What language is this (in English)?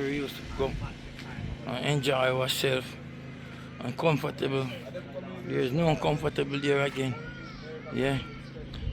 Jamaican Creole English